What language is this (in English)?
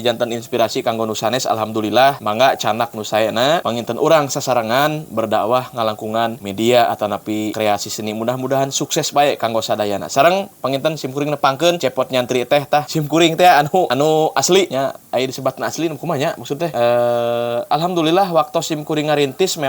Sundanese